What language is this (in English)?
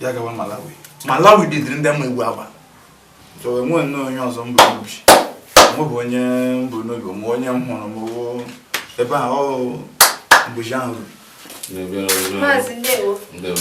Igbo